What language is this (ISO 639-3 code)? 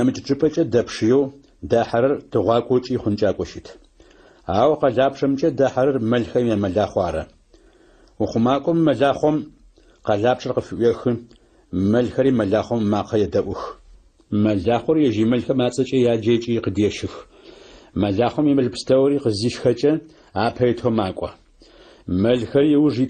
ady